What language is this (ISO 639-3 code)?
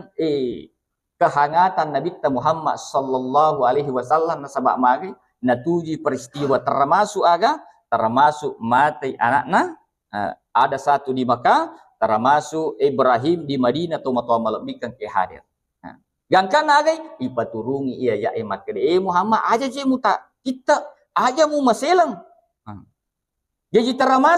bug